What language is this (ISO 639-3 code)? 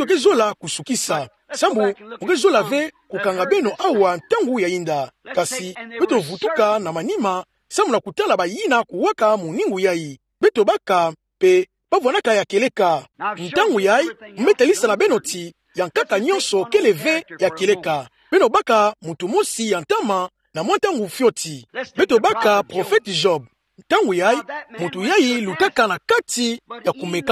ktu